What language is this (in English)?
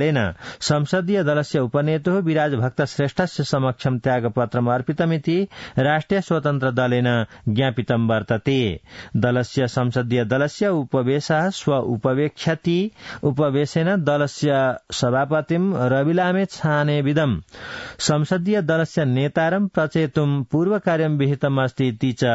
Sanskrit